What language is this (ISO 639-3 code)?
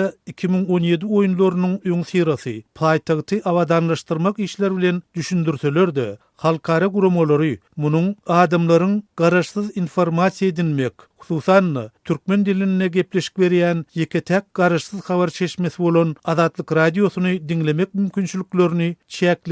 tuk